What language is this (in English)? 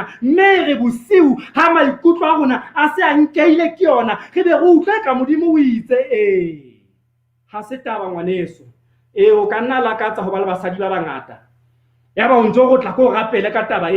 Southern Sotho